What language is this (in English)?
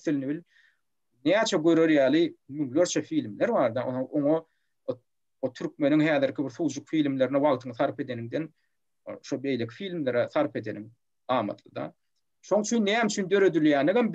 Turkmen